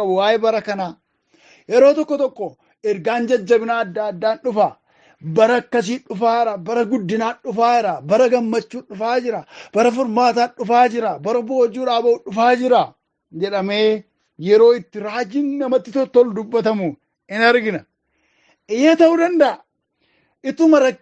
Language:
Oromo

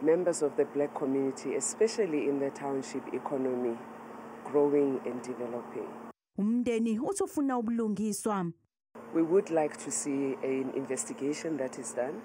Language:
Zulu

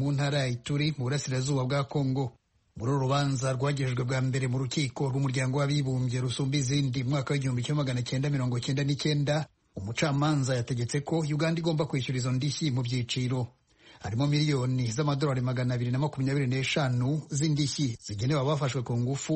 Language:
Kinyarwanda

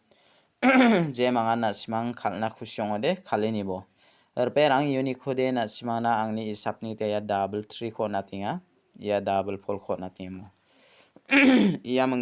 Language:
Garo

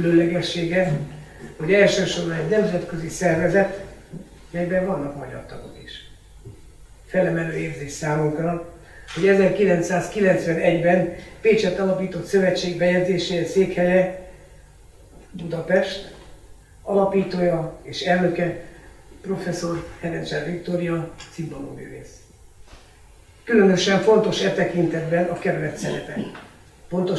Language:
Hungarian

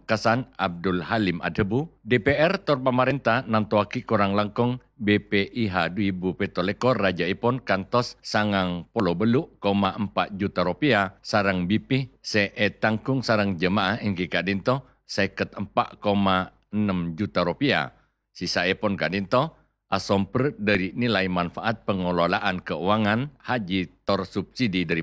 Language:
Madurese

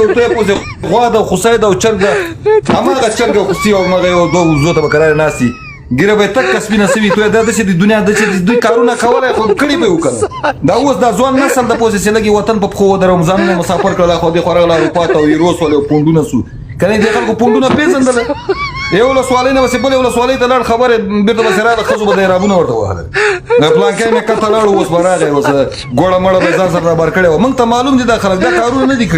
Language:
Pashto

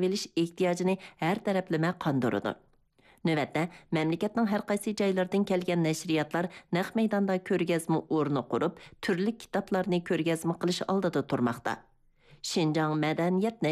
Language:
Uyghur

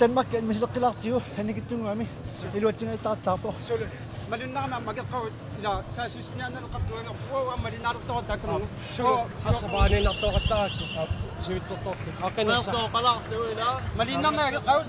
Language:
Kalaallisut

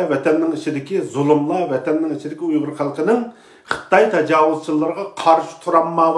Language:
Uyghur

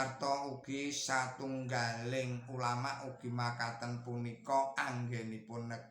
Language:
Javanese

